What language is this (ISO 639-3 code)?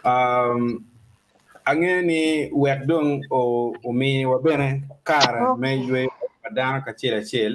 ach